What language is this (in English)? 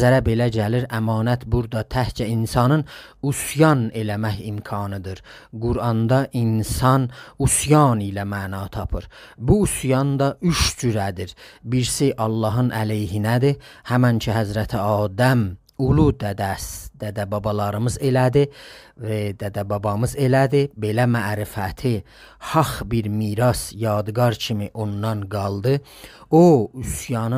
South Azerbaijani